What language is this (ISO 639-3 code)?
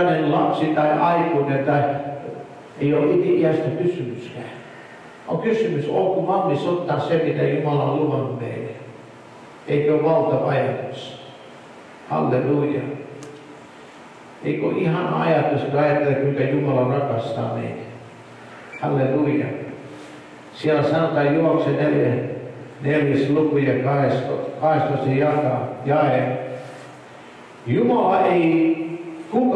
fin